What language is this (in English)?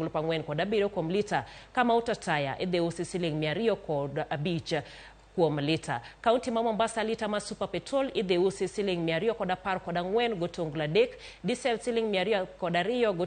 Luo (Kenya and Tanzania)